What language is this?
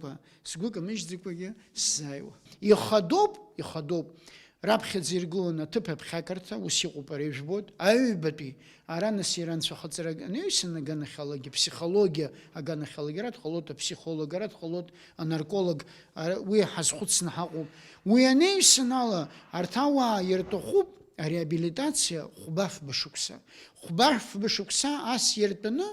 Abkhazian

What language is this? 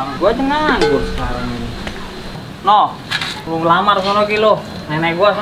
Betawi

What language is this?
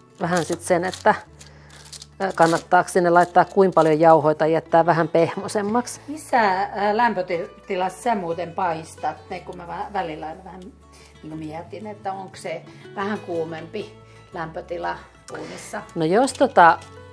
Finnish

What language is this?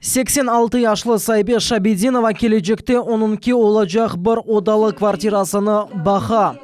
Crimean Tatar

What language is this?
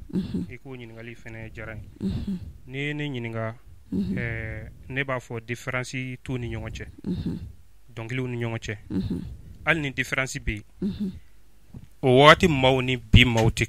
Bambara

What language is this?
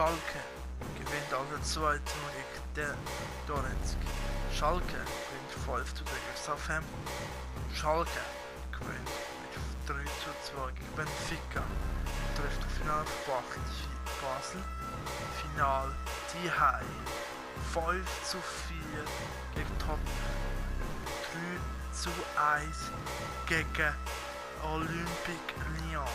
Swiss German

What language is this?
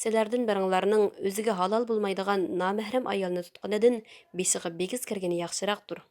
Uyghur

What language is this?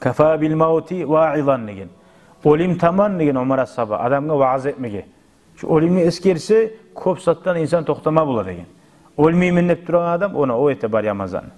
Kumyk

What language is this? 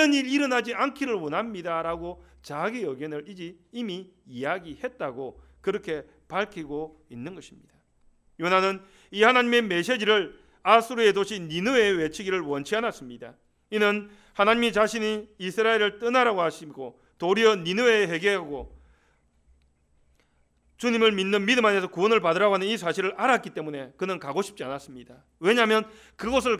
Korean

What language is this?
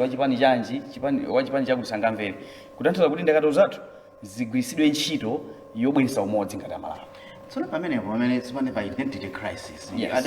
Nyanja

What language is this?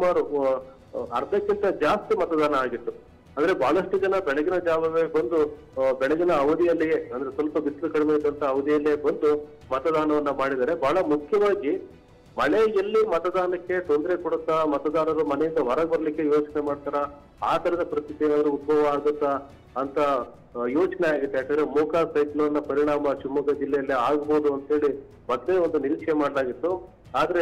Kannada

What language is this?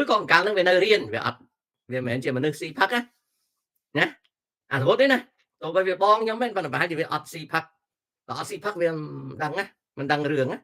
Khmer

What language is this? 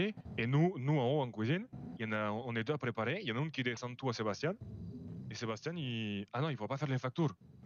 French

